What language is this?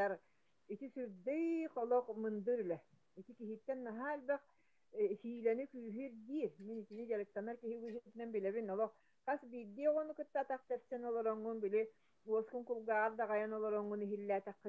Yakut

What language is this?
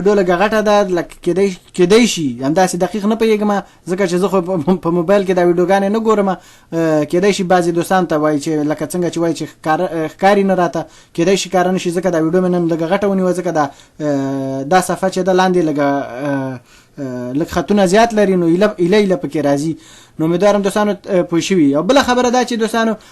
Pashto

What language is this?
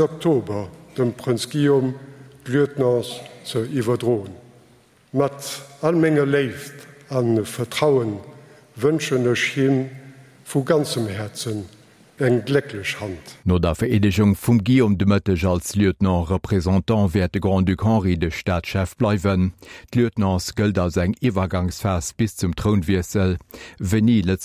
Luxembourgish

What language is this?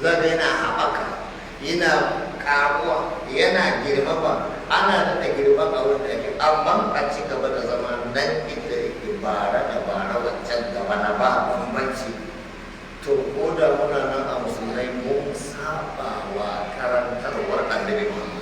Hausa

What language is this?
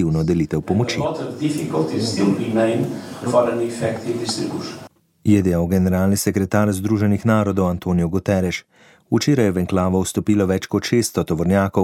Slovenian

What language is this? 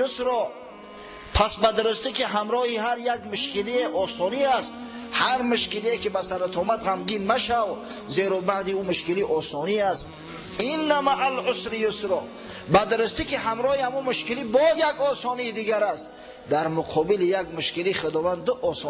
Tajik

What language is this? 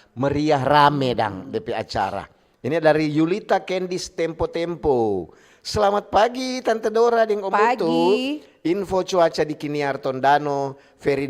Manado Malay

